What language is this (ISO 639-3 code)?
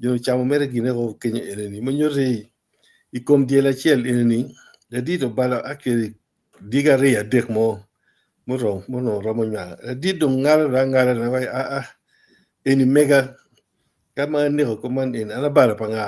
ach